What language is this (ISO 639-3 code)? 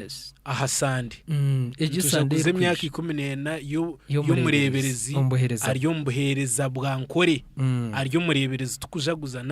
nyn